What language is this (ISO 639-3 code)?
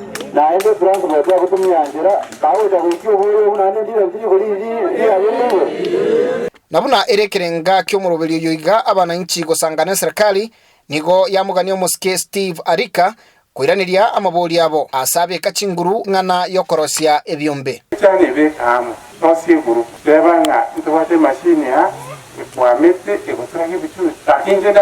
guz